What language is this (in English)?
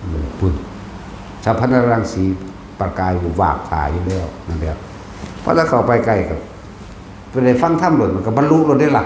Northeastern Thai